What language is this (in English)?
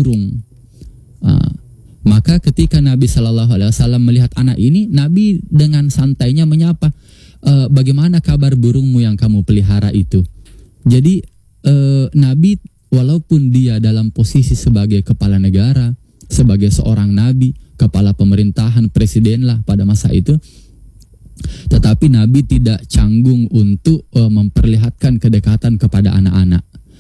Indonesian